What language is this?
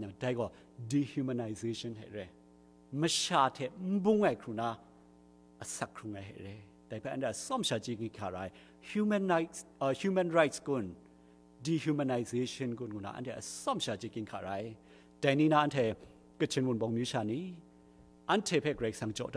Kachin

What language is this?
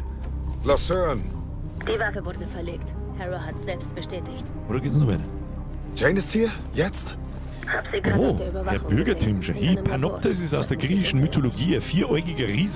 Bavarian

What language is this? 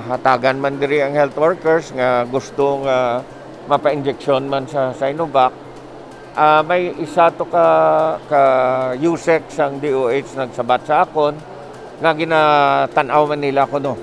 Hiligaynon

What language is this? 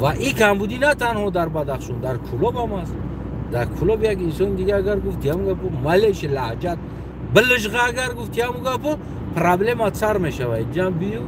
Tajik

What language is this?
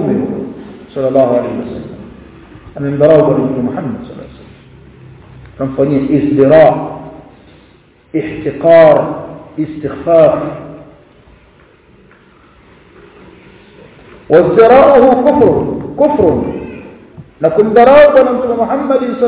Swahili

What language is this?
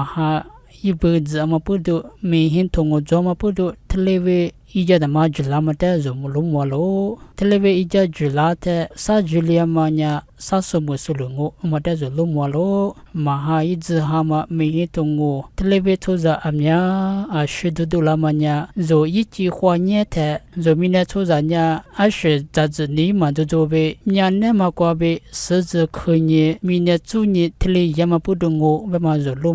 Lisu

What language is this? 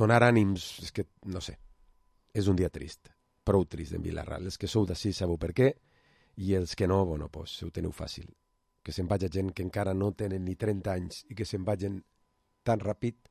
Catalan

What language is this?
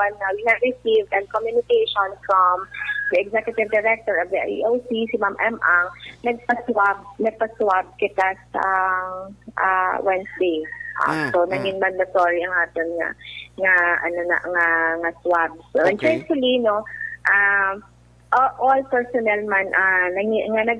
Hiligaynon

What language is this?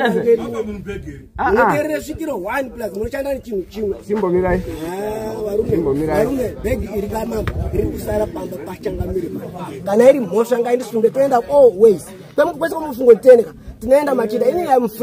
Shona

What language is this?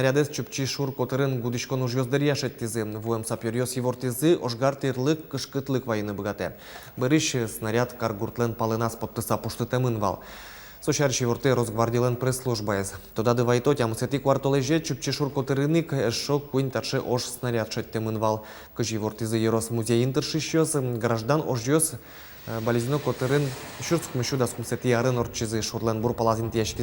Udmurt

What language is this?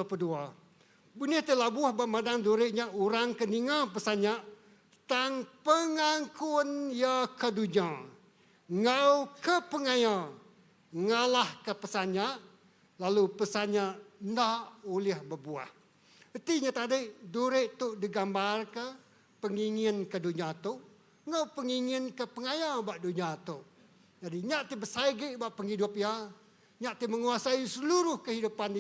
Iban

